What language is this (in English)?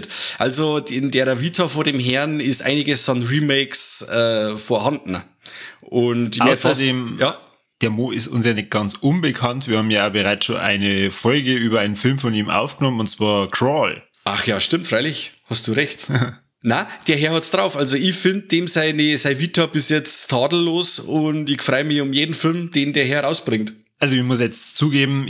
Bavarian